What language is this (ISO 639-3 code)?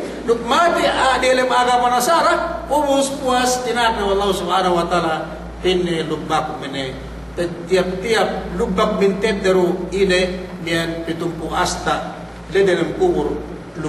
yka